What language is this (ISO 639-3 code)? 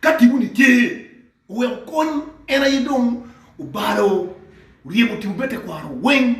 ach